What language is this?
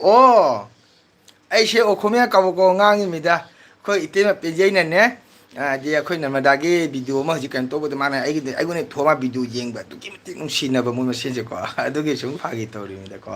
Manipuri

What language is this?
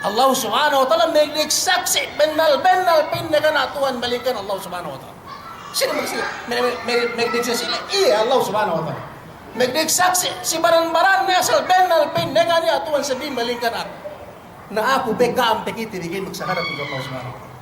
Yakan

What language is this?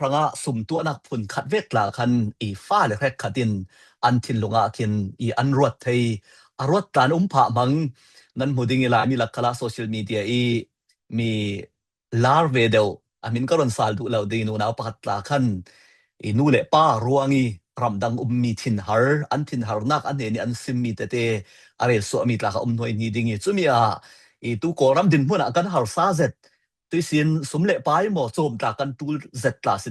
Falam Chin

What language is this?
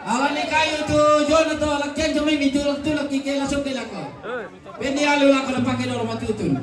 Toraja-Sa'dan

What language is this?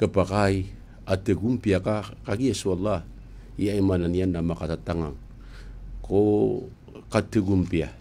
Maranao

